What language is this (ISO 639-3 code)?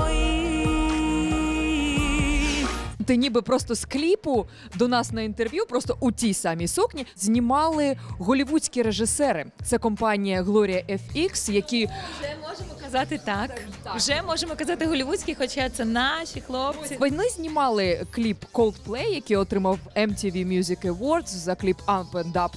ukr